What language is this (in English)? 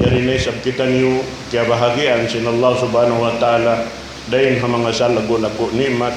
Tausug